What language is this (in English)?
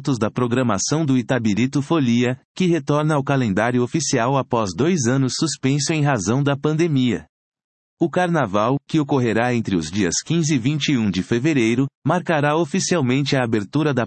Portuguese